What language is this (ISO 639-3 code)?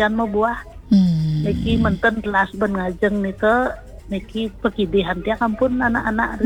ban